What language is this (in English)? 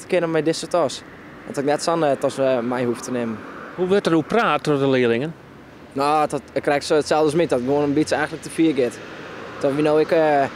Western Frisian